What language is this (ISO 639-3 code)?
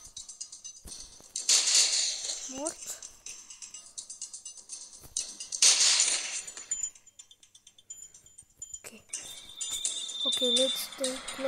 ron